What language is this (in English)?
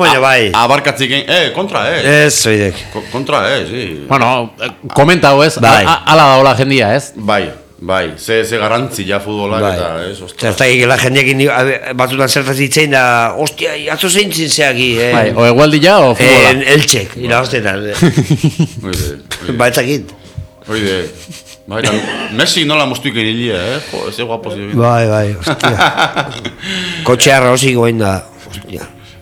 Basque